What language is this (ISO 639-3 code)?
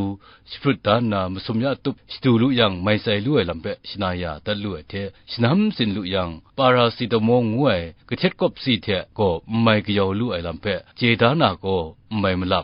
kac